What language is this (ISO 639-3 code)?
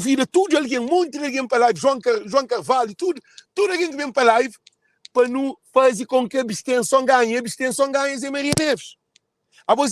kea